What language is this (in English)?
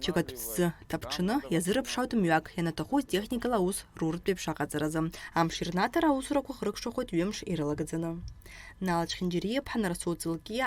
Abkhazian